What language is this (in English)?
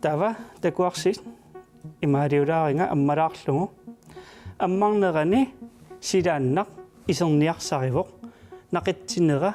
Kalaallisut